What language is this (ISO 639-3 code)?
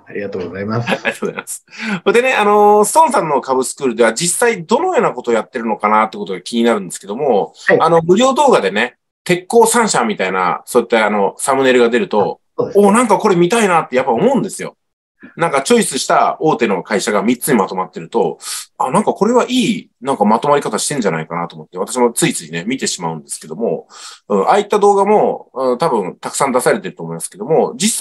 jpn